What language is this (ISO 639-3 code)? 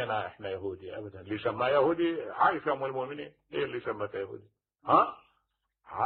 acm